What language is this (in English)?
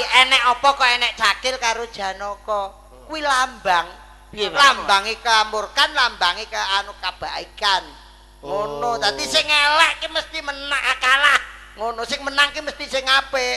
Javanese